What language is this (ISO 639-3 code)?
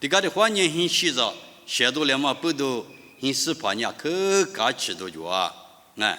lis